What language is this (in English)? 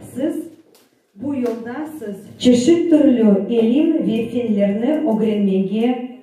Crimean Tatar